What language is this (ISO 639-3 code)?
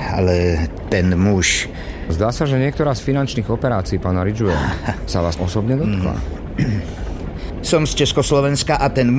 slk